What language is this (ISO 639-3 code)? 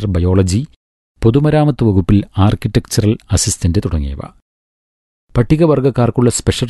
mal